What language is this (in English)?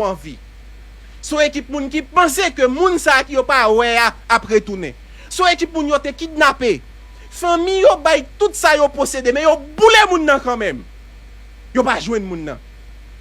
Haitian Creole